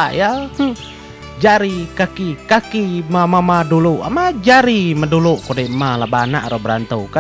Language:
Iban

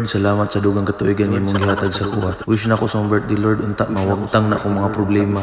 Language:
Cebuano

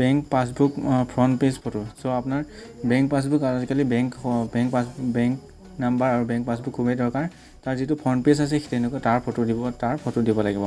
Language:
Assamese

